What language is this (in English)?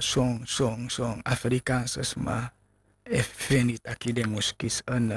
Sranan Tongo